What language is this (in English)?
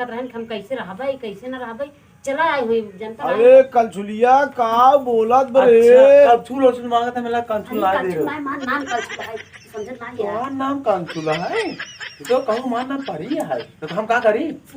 Awadhi